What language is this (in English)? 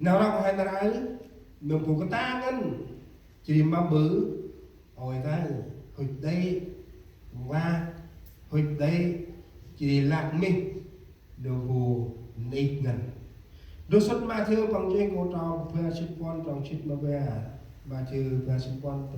Central Mnong